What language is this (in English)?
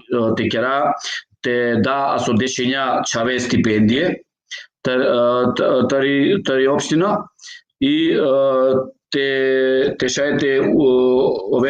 Balkan Romani